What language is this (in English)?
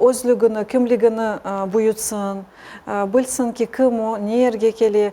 Crimean Tatar